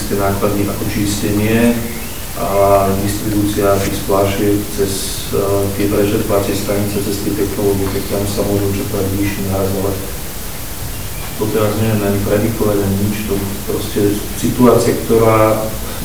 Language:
Slovak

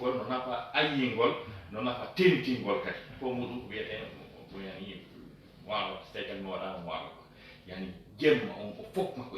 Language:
Fula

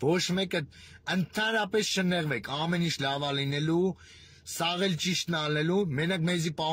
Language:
Armenian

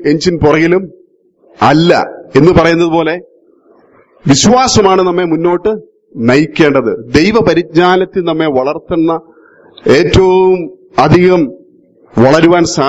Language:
Malayalam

